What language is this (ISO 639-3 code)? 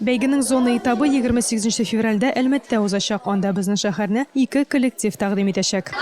tat